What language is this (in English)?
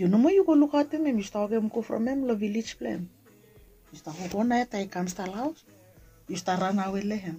Bislama